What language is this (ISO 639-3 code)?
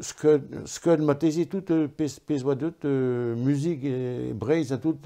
bre